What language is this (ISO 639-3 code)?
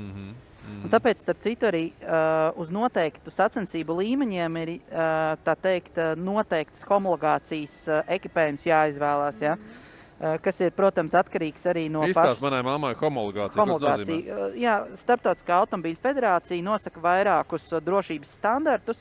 lav